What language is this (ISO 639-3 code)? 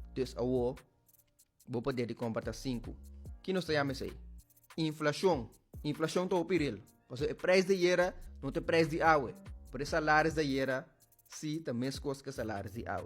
pap